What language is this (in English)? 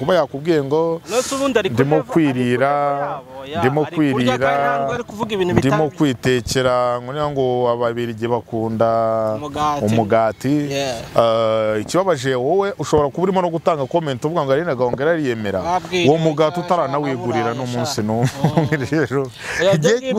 Kinyarwanda